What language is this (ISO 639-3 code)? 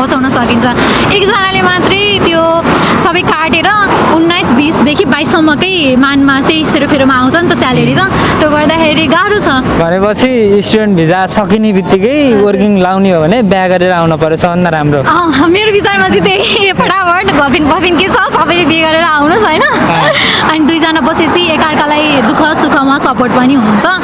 nep